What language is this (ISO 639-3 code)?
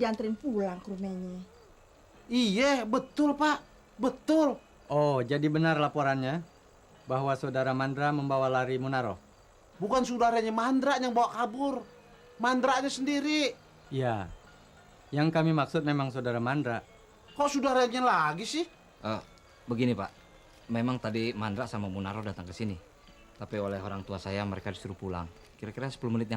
bew